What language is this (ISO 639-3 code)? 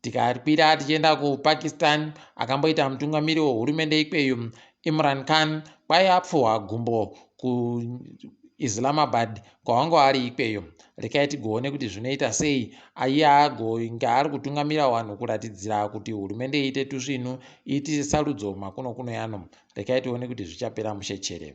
ndc